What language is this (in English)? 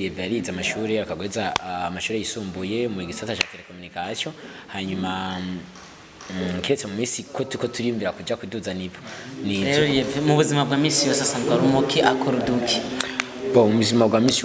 Rundi